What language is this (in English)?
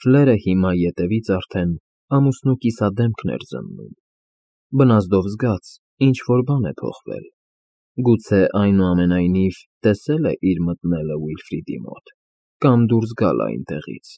Armenian